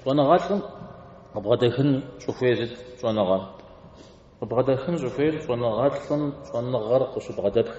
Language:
Kabardian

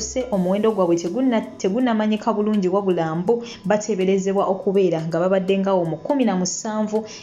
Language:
Ganda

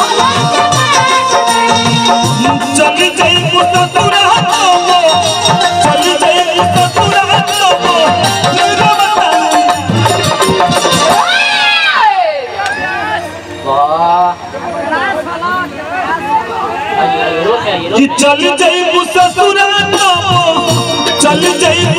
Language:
Bhojpuri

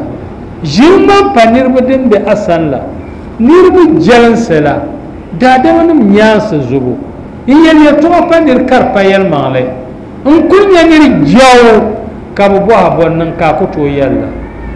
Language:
Dagbani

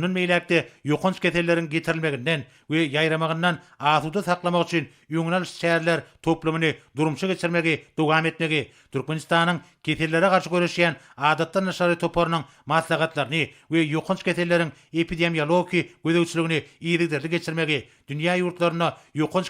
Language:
Turkmen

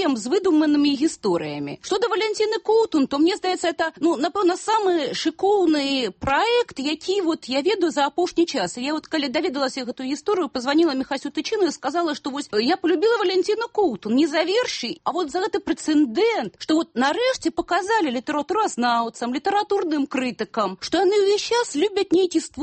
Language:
Belarusian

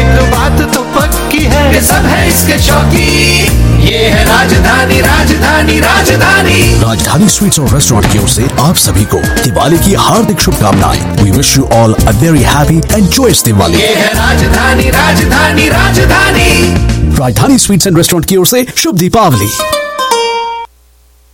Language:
Punjabi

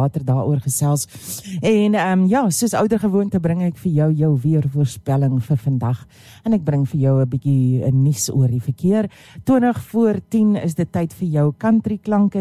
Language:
Afrikaans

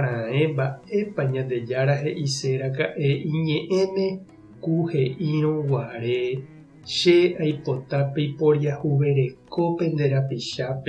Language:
Guarani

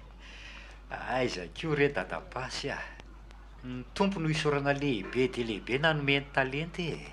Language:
Malagasy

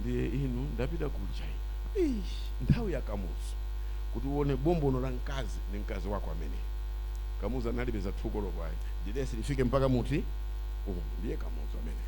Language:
Nyanja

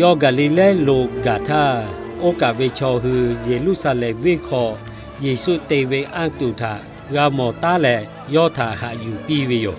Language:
Lahu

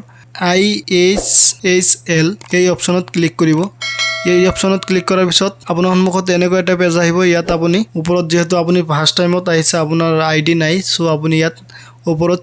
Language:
Assamese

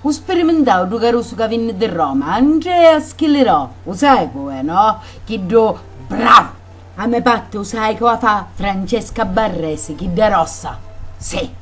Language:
Sicilian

